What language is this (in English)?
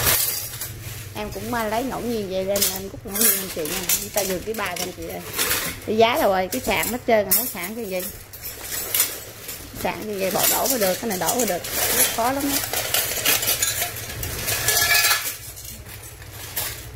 Vietnamese